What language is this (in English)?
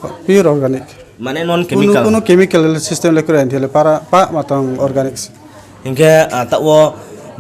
Riang (India)